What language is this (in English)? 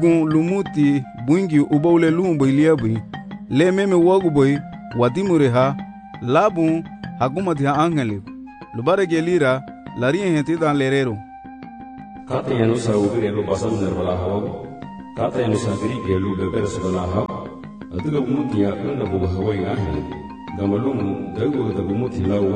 Garifuna